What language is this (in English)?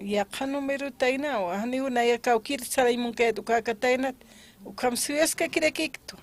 Aymara